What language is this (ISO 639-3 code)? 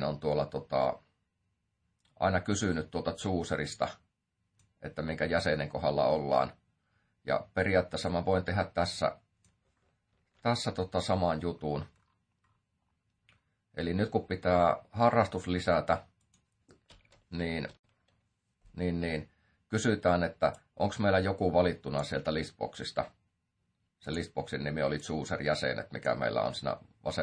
fin